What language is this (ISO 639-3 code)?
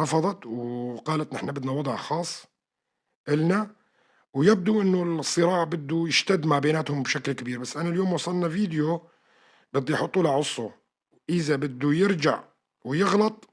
apc